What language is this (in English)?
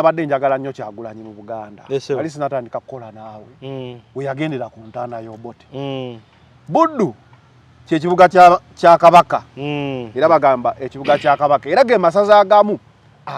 Ganda